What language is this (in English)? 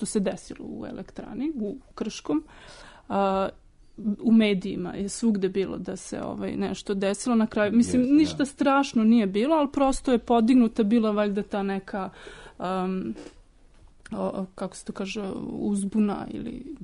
Serbian